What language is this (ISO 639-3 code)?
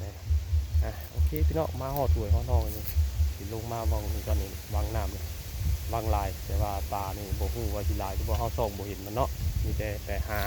tts